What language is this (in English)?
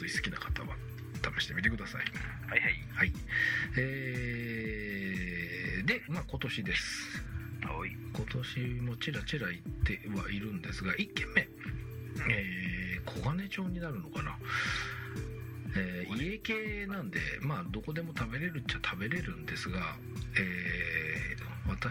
Japanese